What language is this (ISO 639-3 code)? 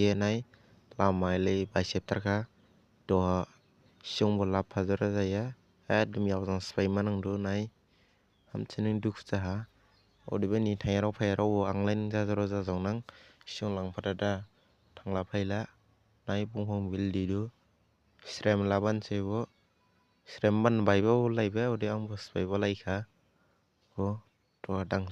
dis